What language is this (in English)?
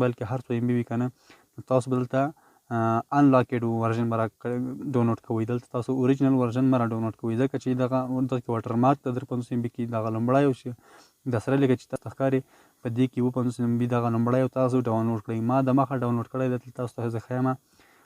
Pashto